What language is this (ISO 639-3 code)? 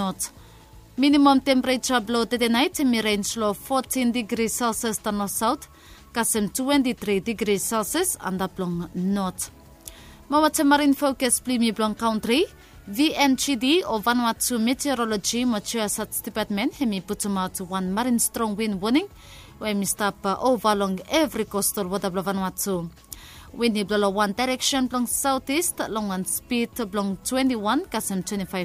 bis